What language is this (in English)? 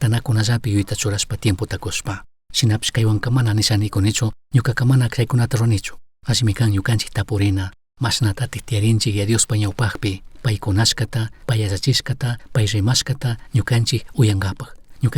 Chimborazo Highland Quichua